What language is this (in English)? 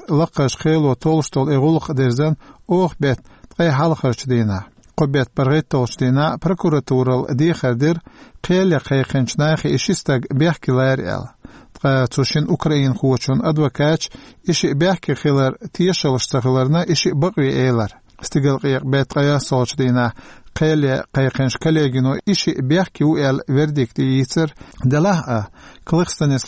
Chechen